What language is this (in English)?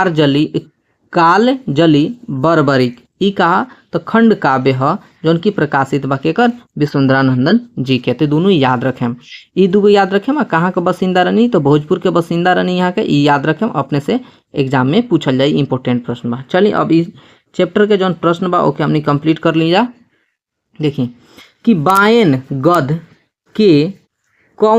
Bhojpuri